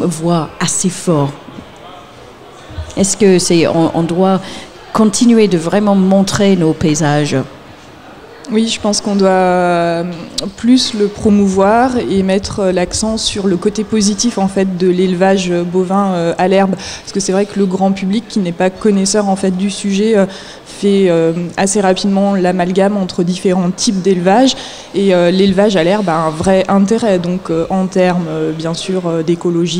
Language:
French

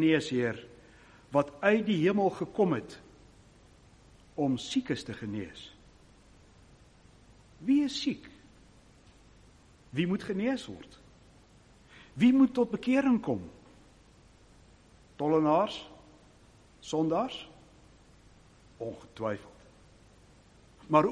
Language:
Afrikaans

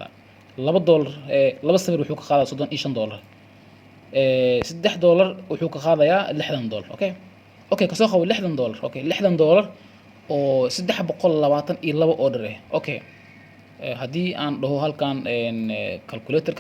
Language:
Somali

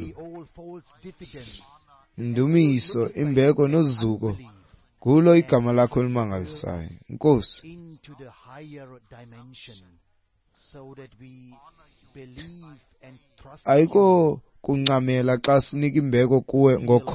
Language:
Xhosa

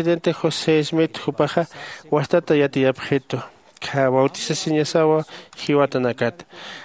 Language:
Aymara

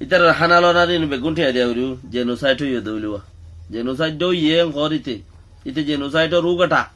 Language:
Rohingya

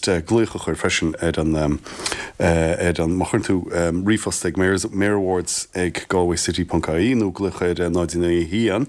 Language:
Irish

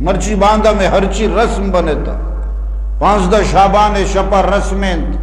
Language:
Eastern Balochi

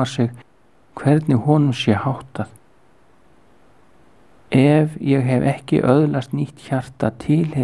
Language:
Icelandic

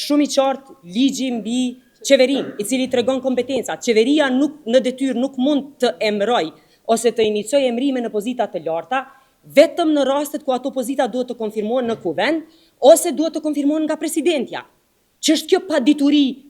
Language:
Albanian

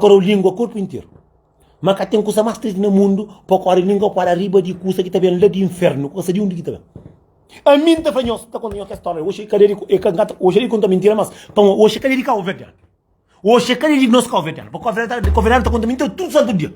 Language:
Kabuverdianu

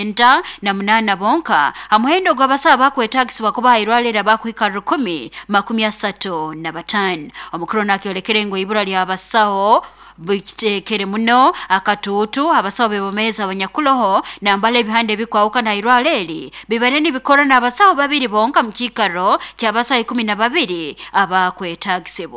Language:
Nyoro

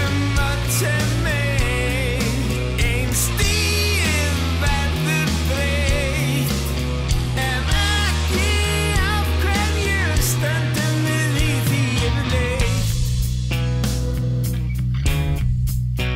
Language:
Icelandic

